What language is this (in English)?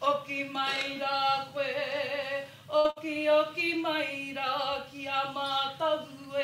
Māori